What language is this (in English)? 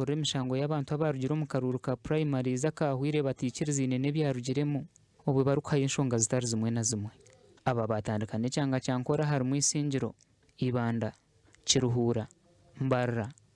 Nyankole